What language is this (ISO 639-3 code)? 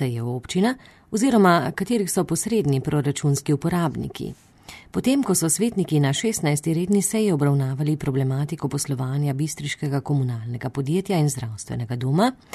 slv